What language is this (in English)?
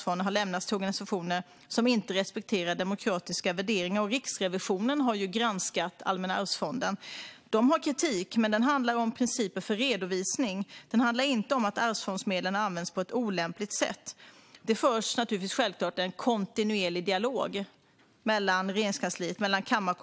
Swedish